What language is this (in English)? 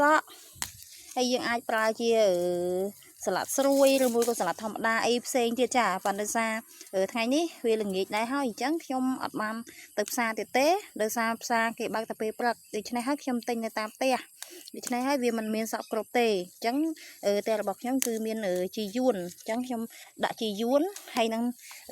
Khmer